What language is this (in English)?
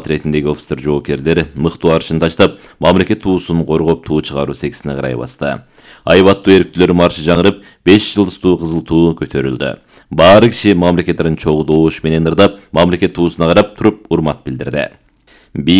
Kyrgyz